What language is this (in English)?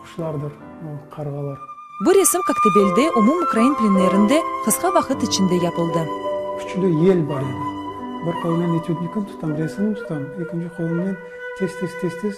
Crimean Tatar